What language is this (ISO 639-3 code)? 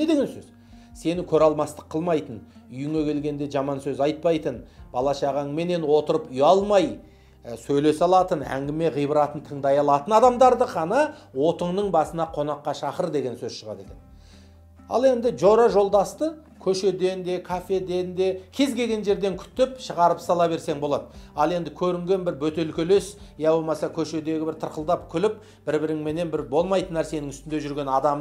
kaz